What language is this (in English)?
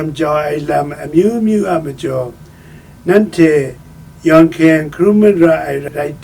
Kachin